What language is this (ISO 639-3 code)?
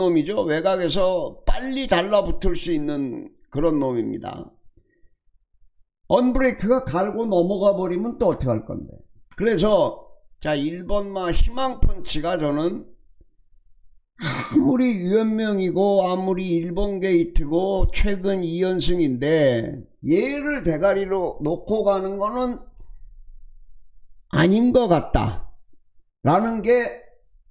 kor